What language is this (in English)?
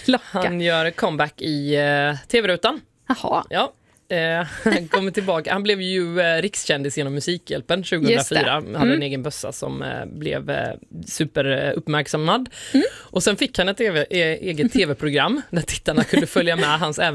Swedish